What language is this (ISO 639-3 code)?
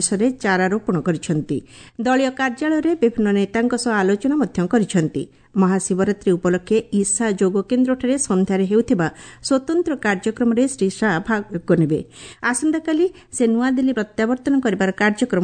ori